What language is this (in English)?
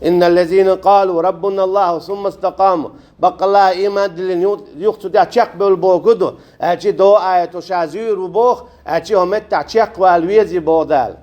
Chechen